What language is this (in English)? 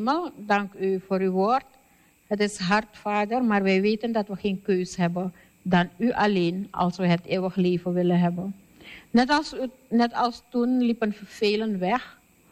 Dutch